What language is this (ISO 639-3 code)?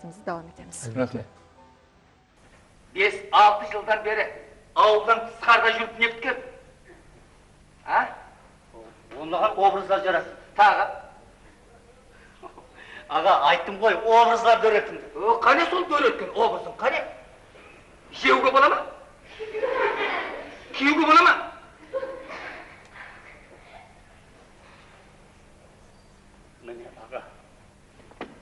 kaa